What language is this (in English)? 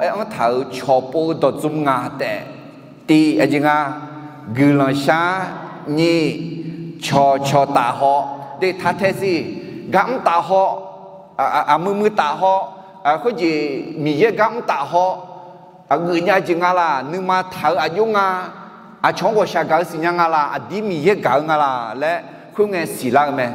Akha